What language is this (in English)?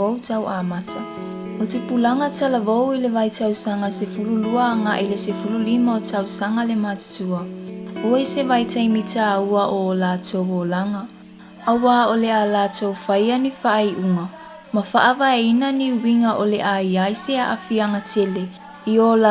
Samoan